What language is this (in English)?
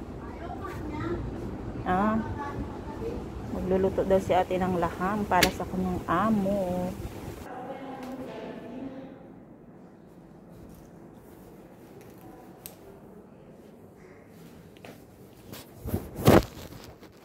Filipino